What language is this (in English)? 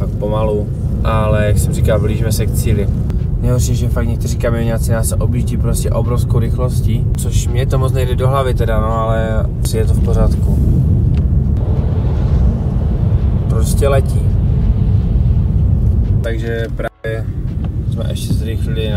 Czech